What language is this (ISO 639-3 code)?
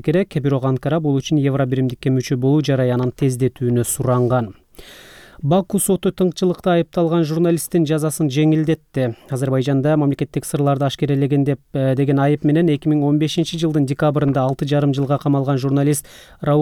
kir